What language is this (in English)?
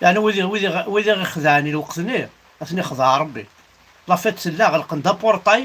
Kabyle